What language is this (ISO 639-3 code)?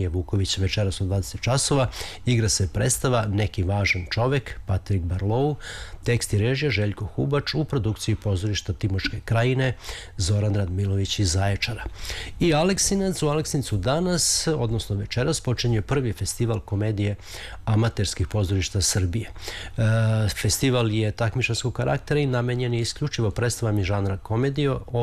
srp